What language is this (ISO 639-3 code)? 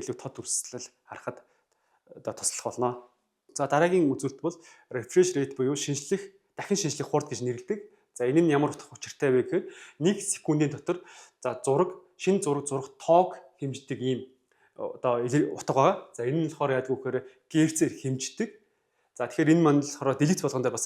mon